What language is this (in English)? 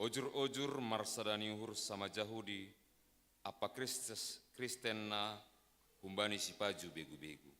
Batak Simalungun